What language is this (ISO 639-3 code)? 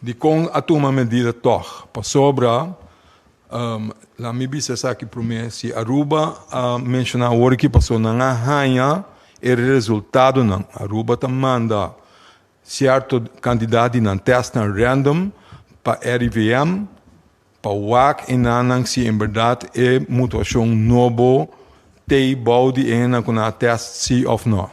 pap